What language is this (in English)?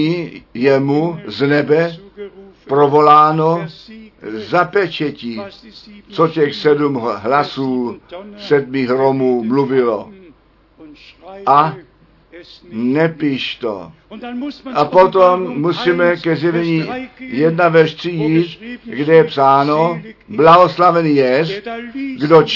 Czech